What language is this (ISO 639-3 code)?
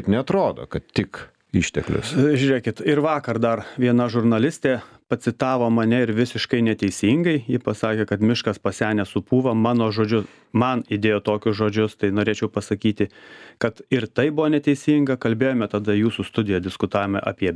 lit